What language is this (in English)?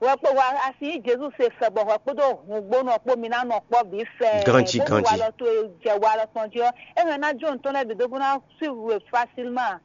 Fon